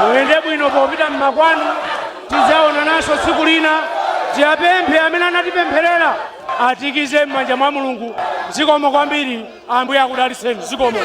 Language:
Nyanja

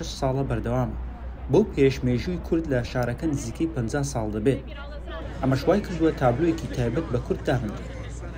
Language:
Central Kurdish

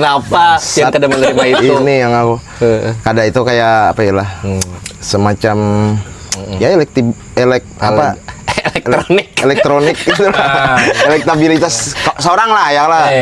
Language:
Banjar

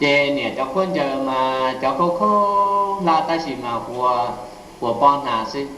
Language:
Hmong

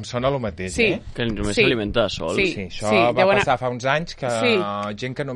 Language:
Catalan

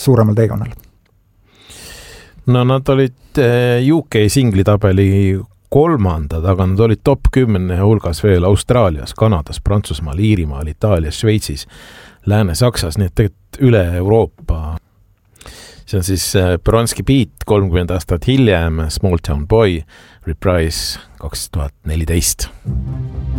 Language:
Estonian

